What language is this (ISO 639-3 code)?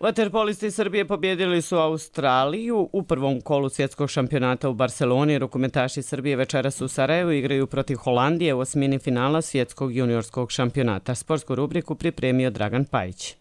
bos